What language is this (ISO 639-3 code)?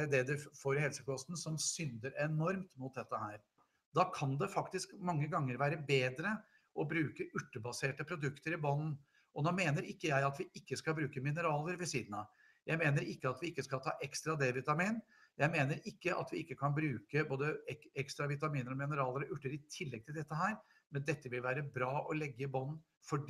nor